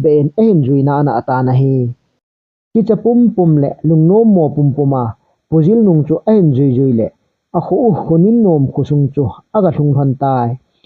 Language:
Thado Chin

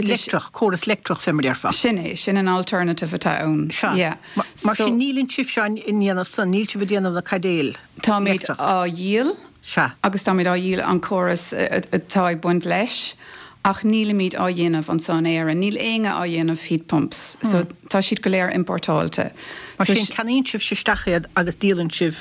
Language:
Irish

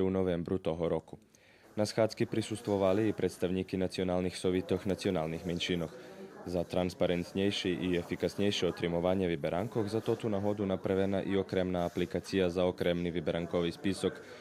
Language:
Rusyn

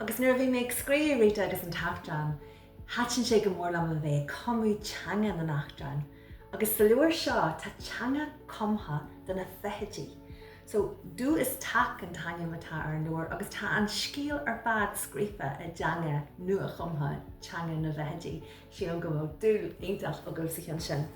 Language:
Irish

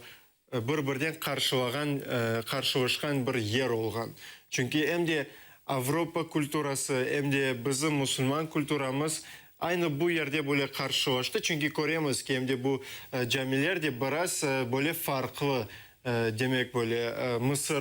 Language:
Crimean Tatar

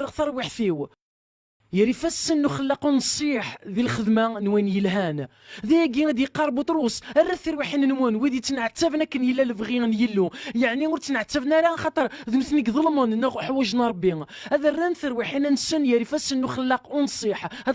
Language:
Kabyle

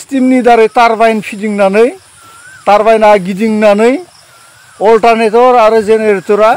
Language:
Bodo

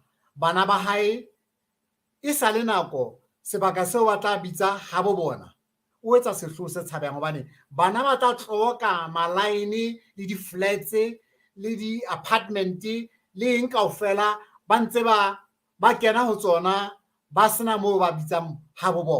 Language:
Southern Sotho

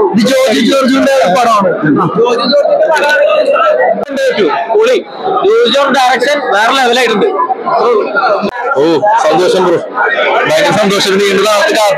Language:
Malayalam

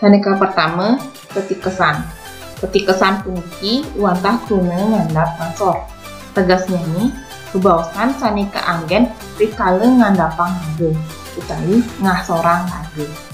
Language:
Balinese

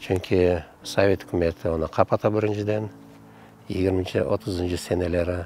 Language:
Crimean Tatar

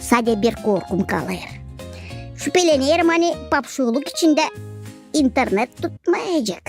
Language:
Gagauz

